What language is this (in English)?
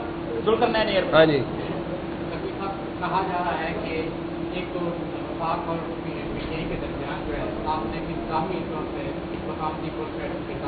Urdu